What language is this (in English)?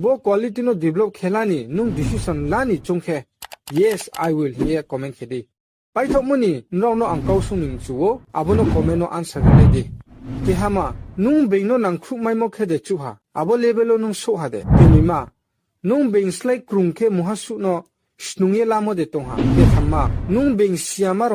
Riang (India)